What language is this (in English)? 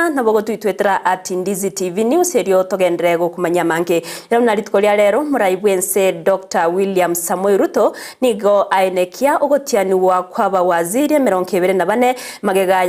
Gusii